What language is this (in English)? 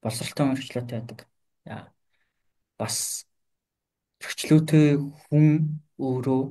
Mongolian